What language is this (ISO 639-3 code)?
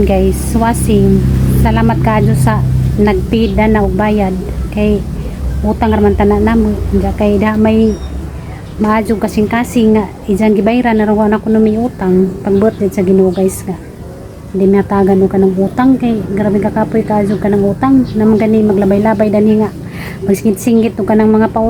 ceb